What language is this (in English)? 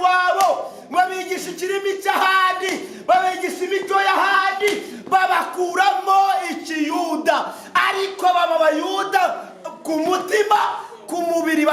Kinyarwanda